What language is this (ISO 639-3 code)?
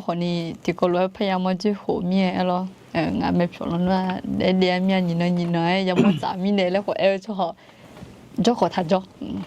ahk